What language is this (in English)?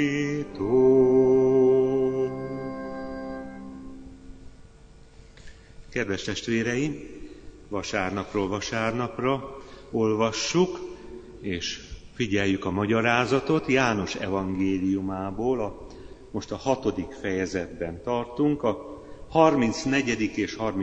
Hungarian